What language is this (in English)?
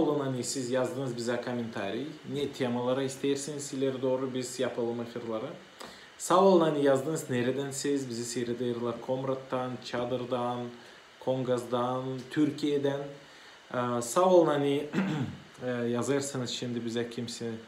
Gagauz